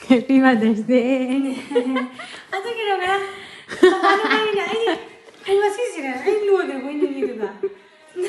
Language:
Manipuri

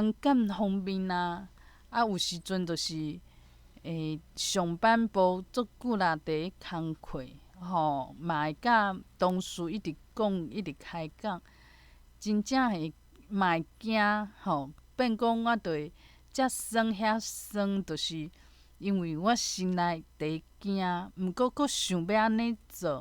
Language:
Min Nan Chinese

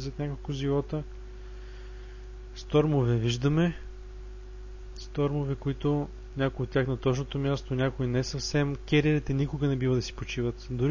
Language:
Bulgarian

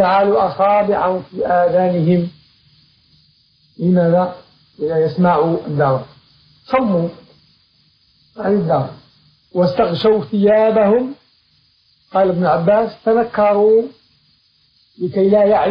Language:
Arabic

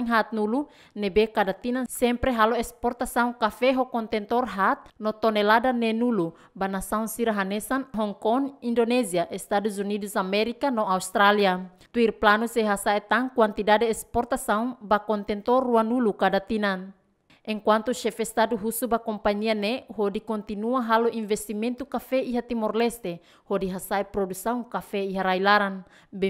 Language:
Tetum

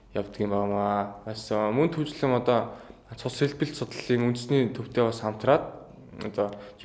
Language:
Mongolian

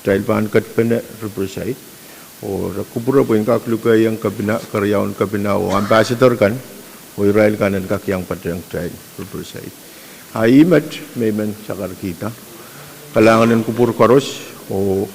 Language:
Pohnpeian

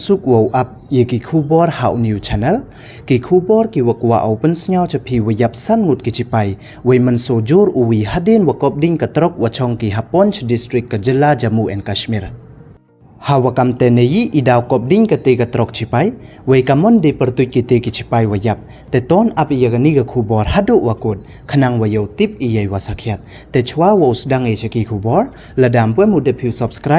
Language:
Pnar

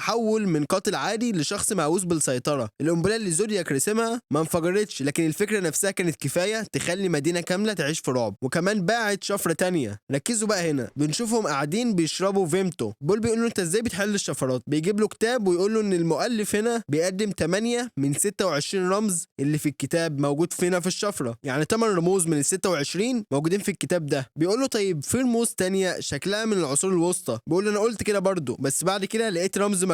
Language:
Egyptian Arabic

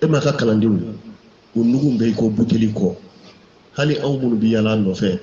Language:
Bambara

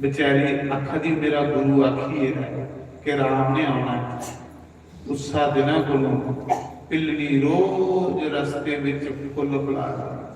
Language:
Dogri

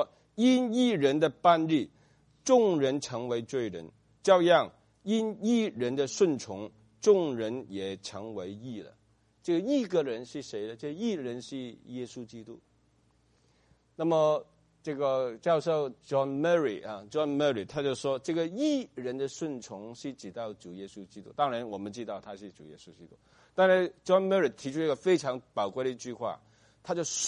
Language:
Chinese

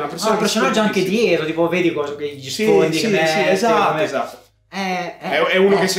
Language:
Italian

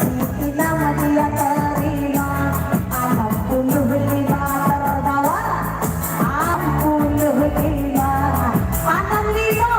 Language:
Minangkabau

